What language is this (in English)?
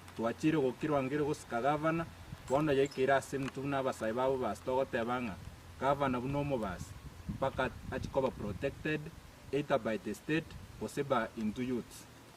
Gusii